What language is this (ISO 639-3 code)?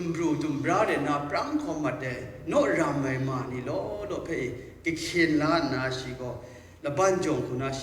kac